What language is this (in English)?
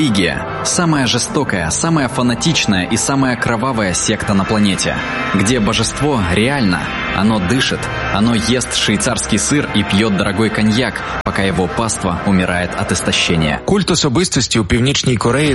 Ukrainian